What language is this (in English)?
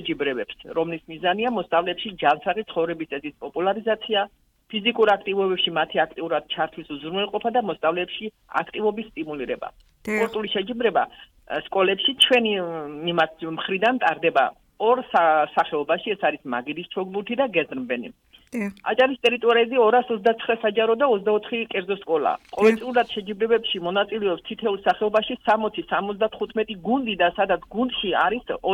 Georgian